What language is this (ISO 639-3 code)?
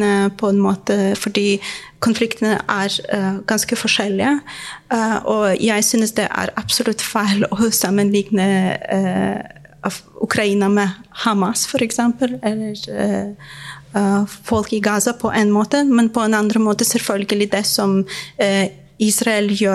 nor